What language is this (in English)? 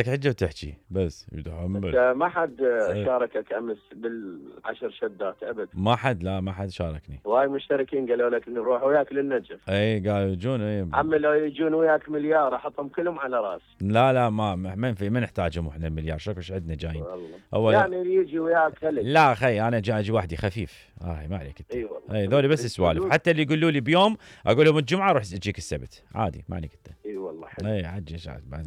Mesopotamian Arabic